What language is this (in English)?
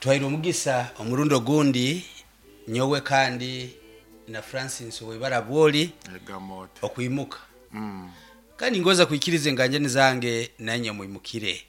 Nyoro